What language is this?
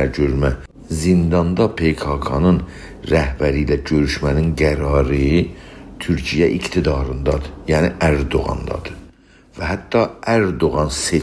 South Azerbaijani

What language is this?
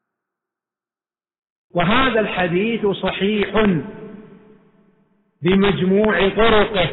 Arabic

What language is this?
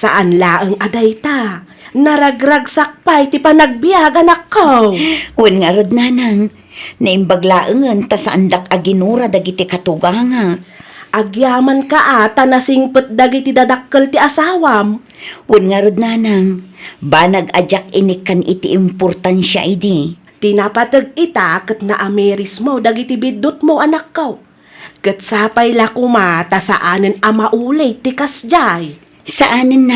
Iloko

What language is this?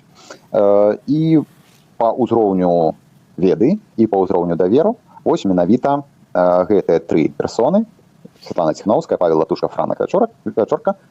Belarusian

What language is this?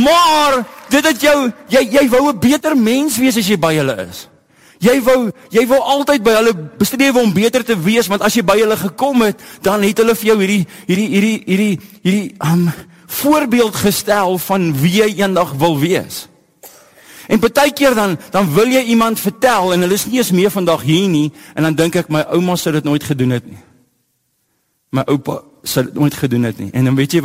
Afrikaans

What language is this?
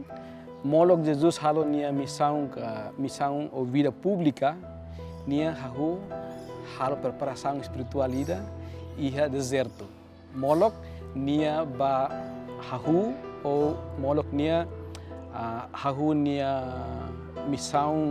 Tetum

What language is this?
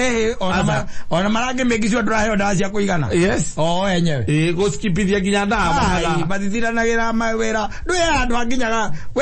Kikuyu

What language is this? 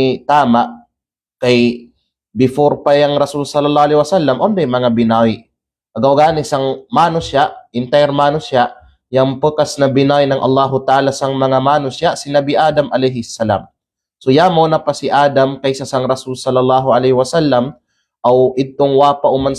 Kalagan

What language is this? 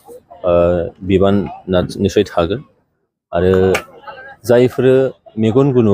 Bodo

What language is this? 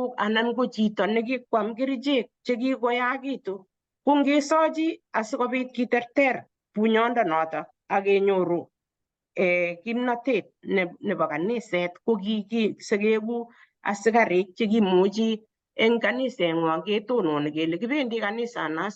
Kalenjin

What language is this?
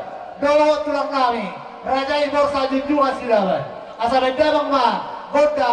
Batak Toba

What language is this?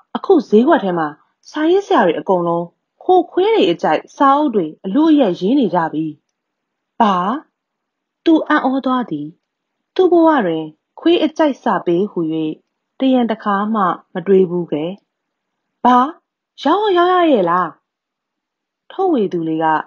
Burmese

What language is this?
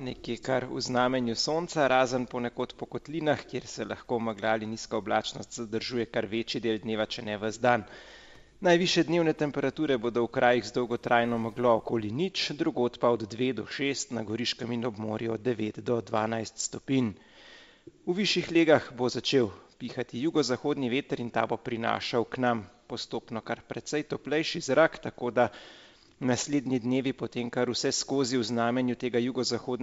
Slovenian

